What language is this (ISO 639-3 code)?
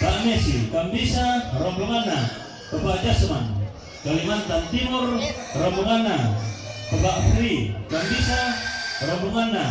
sda